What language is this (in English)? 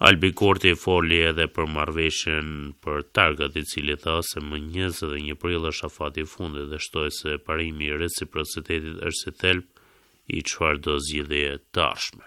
Albanian